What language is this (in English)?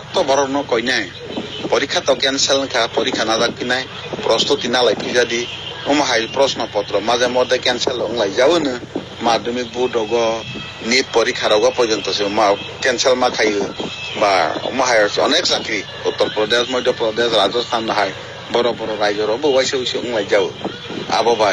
Kok Borok